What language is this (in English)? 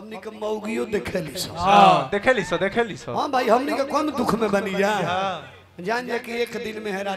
Bhojpuri